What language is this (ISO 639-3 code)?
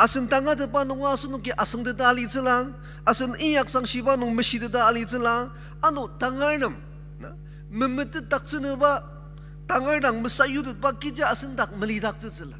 njo